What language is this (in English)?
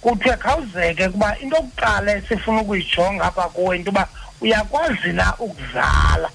Xhosa